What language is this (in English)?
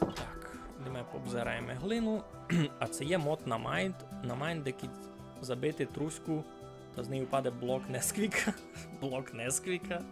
Rusyn